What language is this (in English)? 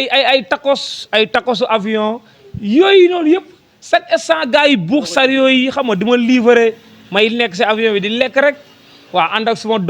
Wolof